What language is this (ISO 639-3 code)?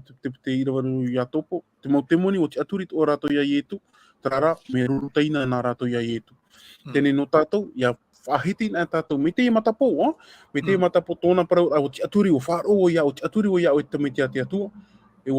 tah